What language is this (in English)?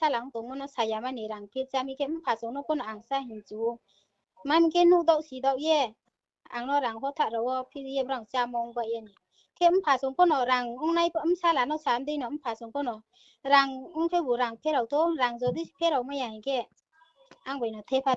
Riang (India)